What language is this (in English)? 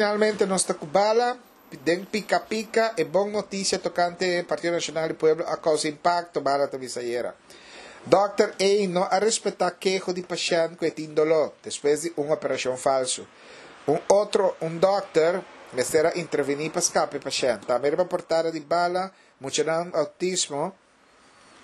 Papiamento